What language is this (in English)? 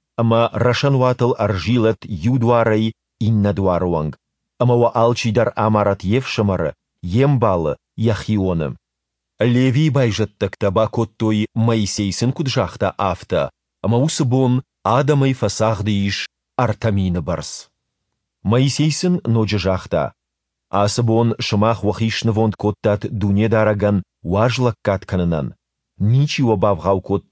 Ossetic